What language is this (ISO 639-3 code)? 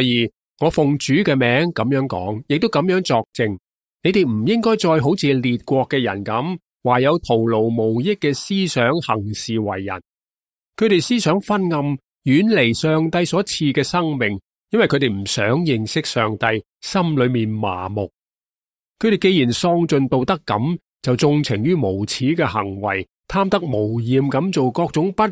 yue